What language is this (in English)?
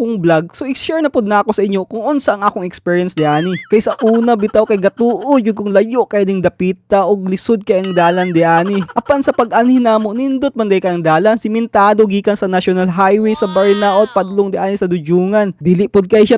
Cebuano